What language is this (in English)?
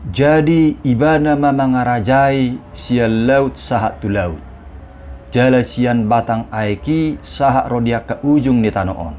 Batak Toba